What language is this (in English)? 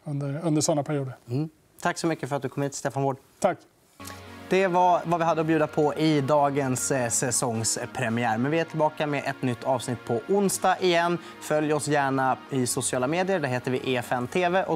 Swedish